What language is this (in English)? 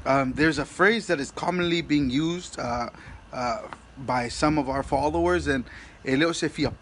Samoan